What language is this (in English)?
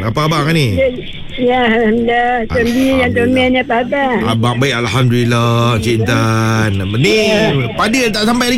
Malay